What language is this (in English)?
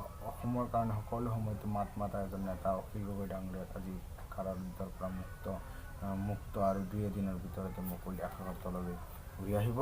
Assamese